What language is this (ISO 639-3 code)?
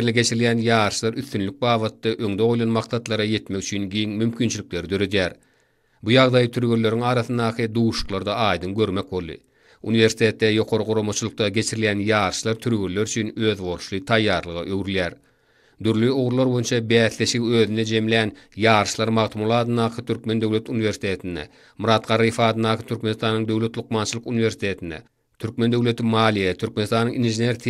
tuk